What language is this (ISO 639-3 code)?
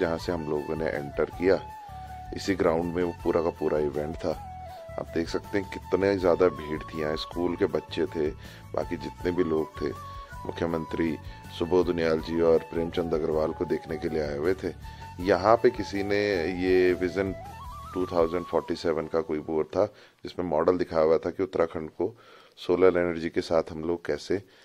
hin